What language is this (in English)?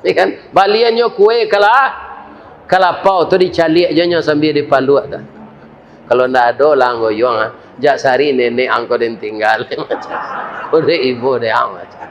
Minangkabau